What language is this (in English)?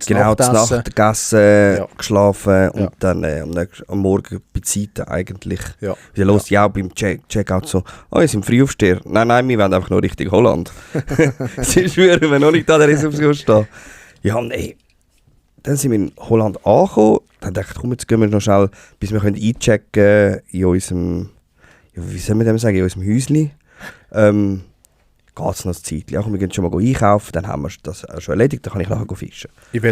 Swiss German